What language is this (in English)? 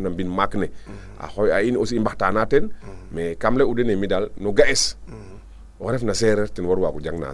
Serer